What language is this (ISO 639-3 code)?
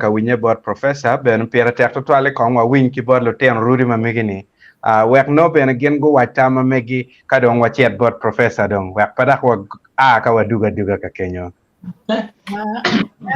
ach